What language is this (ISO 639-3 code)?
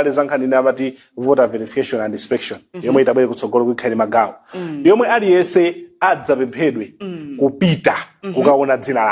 nya